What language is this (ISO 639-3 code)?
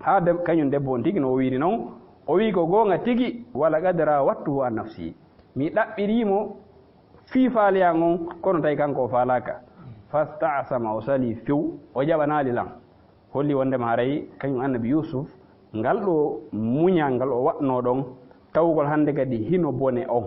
ful